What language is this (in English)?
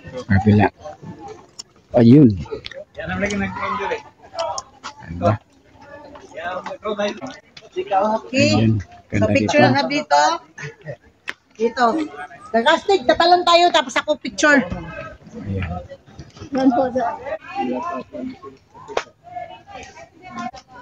Filipino